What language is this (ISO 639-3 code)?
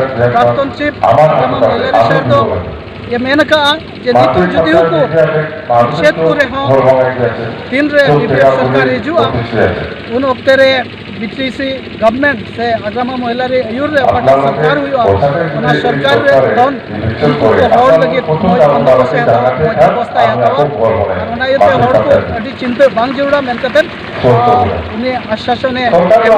sat